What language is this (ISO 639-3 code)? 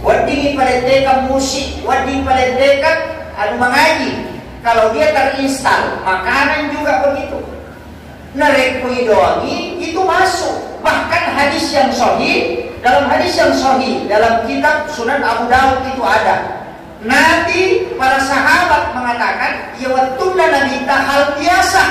bug